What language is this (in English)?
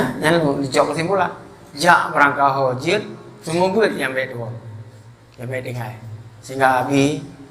Achinese